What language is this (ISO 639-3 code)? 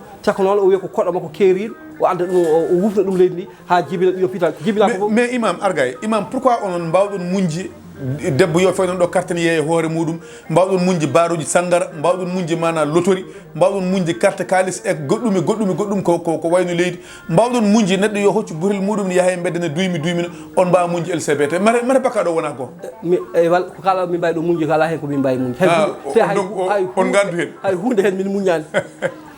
ful